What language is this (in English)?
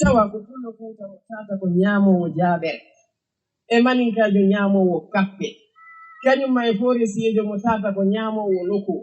Fula